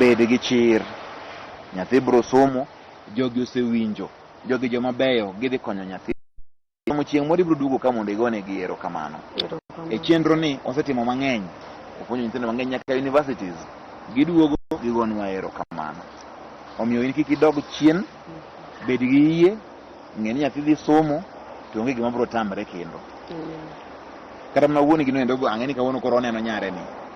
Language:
Luo (Kenya and Tanzania)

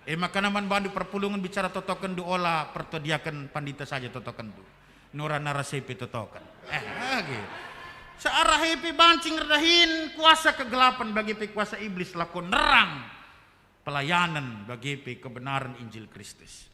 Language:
Batak Karo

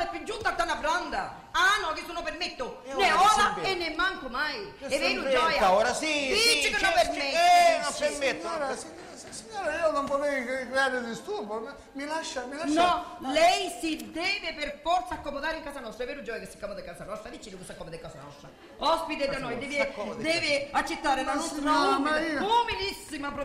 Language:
Sicilian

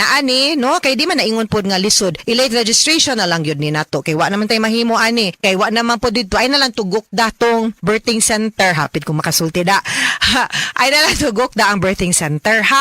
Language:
Cebuano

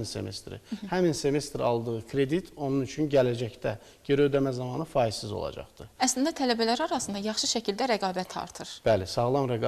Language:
Azerbaijani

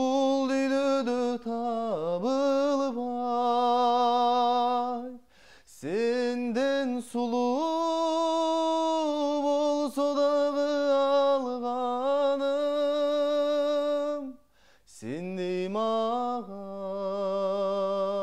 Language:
Kyrgyz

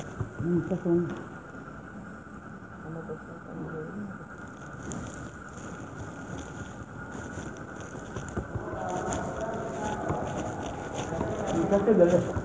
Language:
Odia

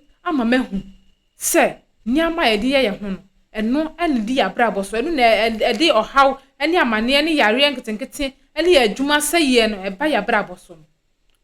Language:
Akan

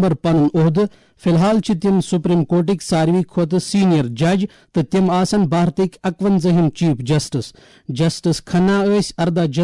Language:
Kashmiri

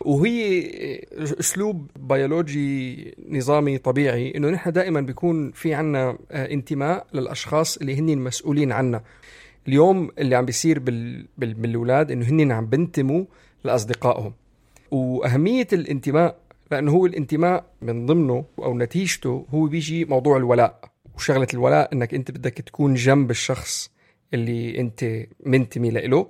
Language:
North Levantine Arabic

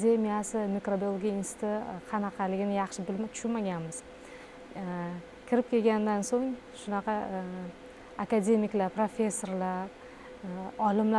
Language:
Uzbek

